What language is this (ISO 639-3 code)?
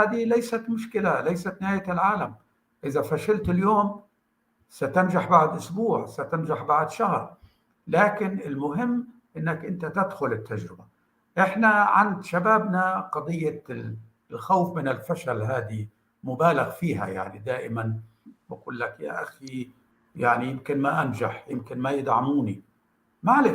apc